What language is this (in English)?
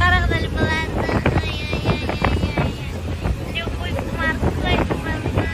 Bashkir